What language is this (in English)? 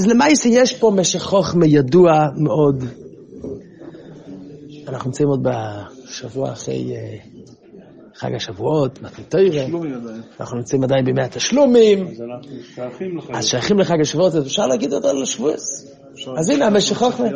Hebrew